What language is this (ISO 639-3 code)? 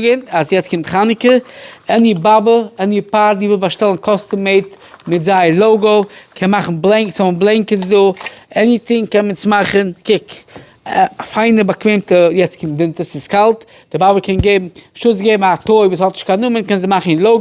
yid